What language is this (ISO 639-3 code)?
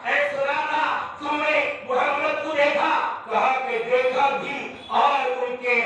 urd